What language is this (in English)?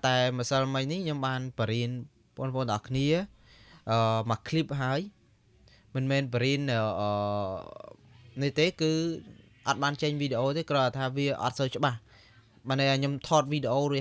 Khmer